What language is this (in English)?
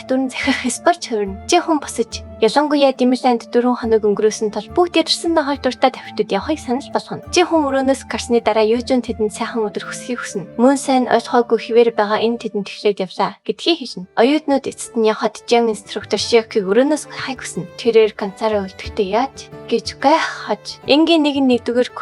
Mongolian